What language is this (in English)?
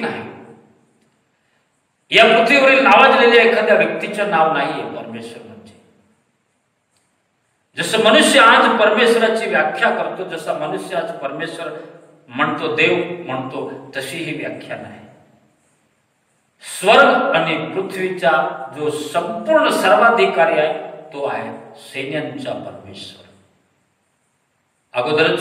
Marathi